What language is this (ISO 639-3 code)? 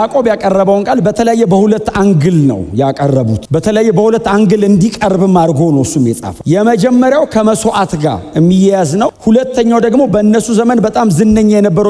amh